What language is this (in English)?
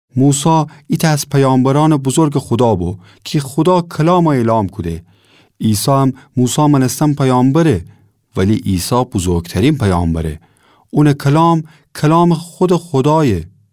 Gilaki